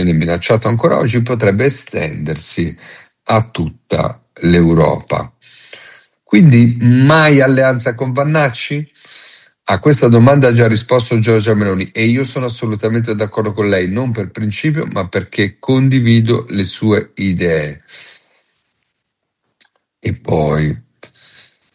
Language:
Italian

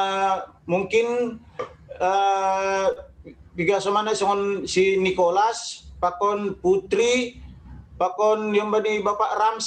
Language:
Batak Simalungun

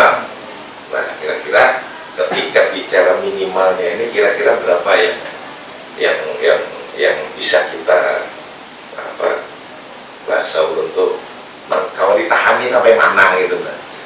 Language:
Banjar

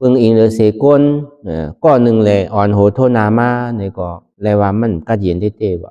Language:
Shan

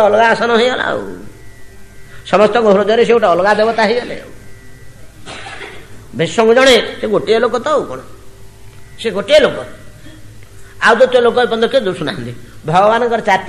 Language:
Odia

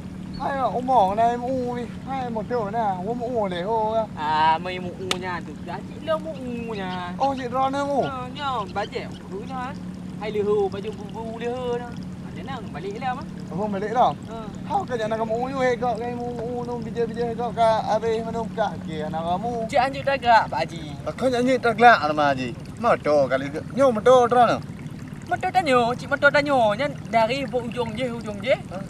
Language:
Achinese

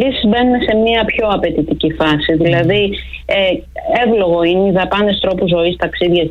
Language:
Greek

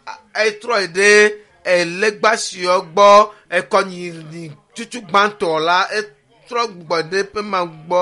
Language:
Ewe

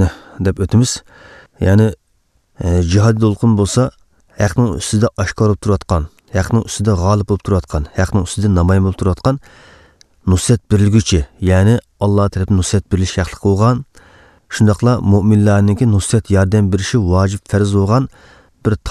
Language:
Uyghur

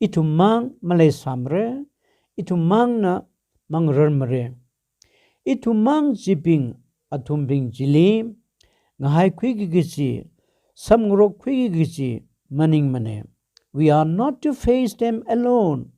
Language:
Tangkhul Naga (India)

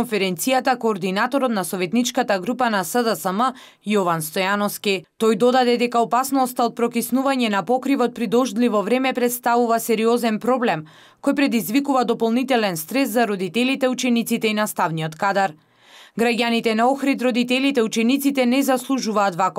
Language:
Macedonian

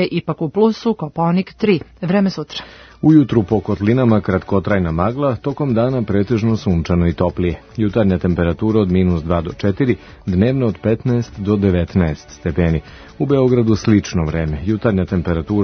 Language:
Serbian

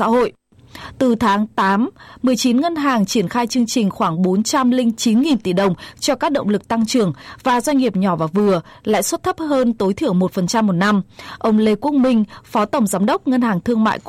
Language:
Vietnamese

